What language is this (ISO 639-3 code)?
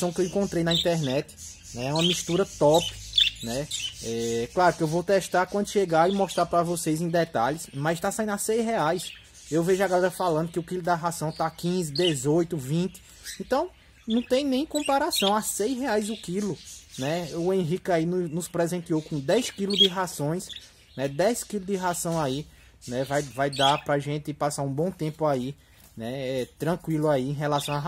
por